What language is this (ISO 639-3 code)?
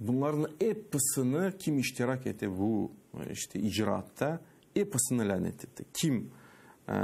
crh